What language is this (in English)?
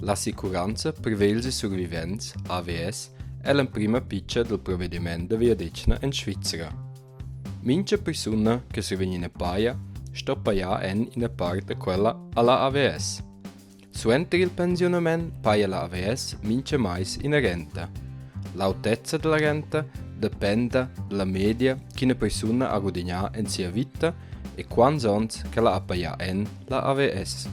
Romansh